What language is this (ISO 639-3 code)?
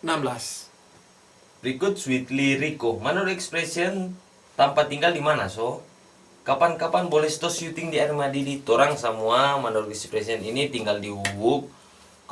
xmm